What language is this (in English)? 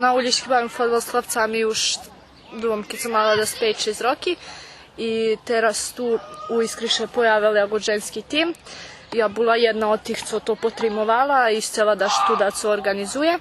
Rusyn